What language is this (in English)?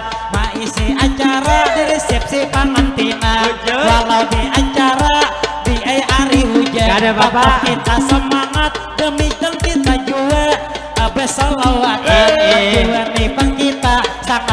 Banjar